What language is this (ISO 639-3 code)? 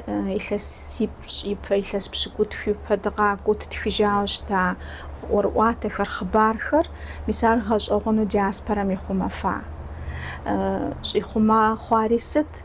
kbd